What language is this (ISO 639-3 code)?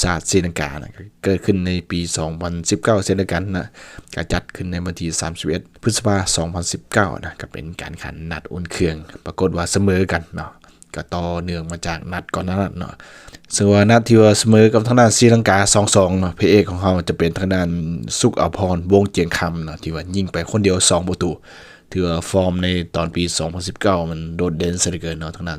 lao